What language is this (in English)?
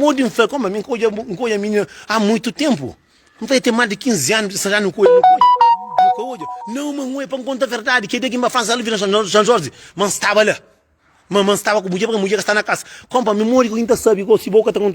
Kabuverdianu